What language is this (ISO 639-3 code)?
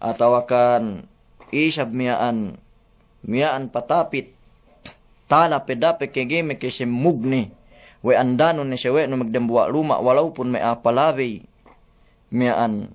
yka